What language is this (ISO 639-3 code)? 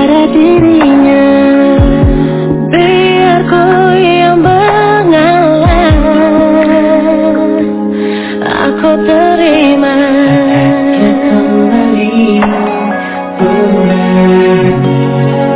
ind